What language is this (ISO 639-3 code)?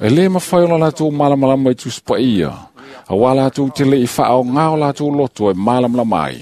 smo